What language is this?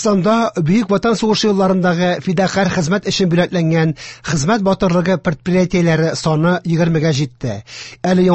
Tatar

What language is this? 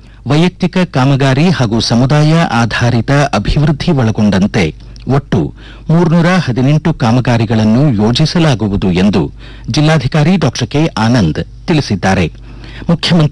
Kannada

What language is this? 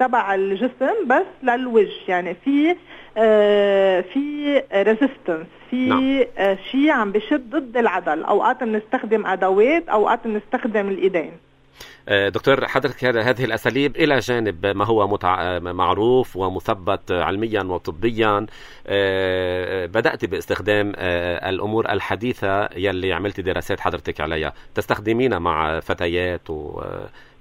North Levantine Arabic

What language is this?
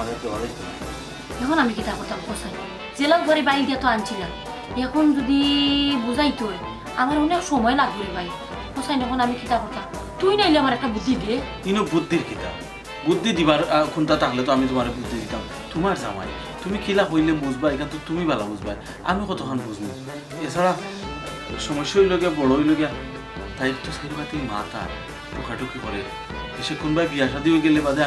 Sylheti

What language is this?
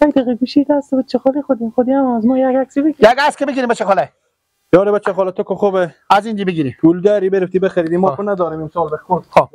Persian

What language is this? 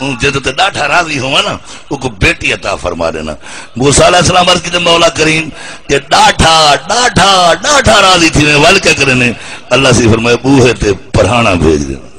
Saraiki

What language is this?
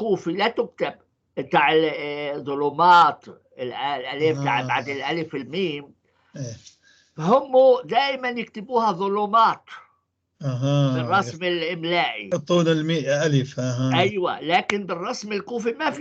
North Levantine Arabic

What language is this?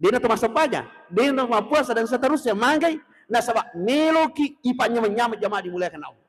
Buginese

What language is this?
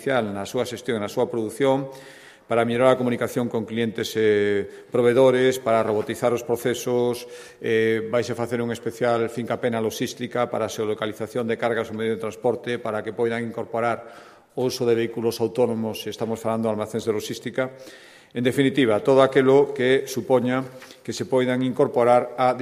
Galician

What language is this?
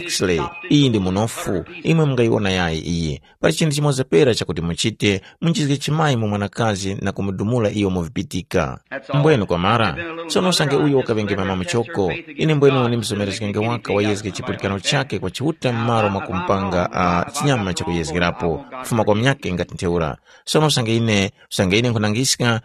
Tumbuka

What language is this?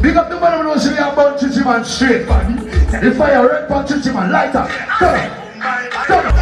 Jamaican Creole English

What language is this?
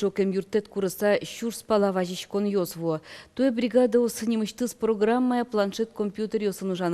Udmurt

